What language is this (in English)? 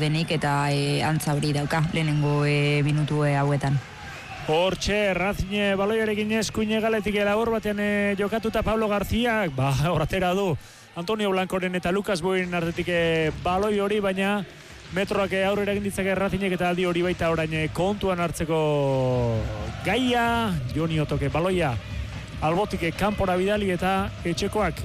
Basque